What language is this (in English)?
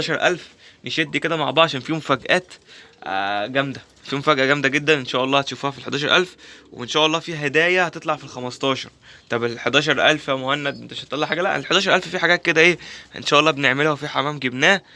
Egyptian Arabic